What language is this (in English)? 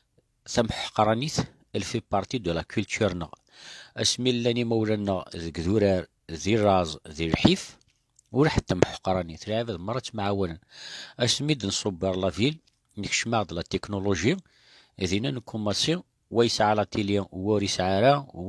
Kabyle